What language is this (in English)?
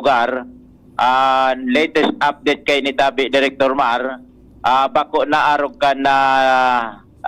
Bikol